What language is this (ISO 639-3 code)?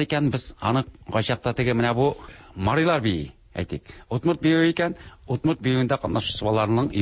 tat